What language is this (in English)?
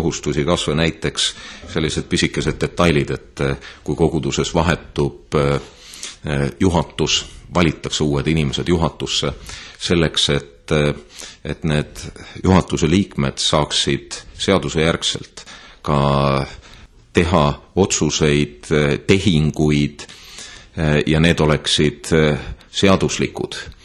Estonian